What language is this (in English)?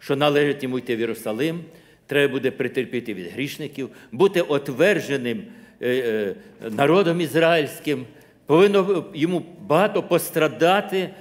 Ukrainian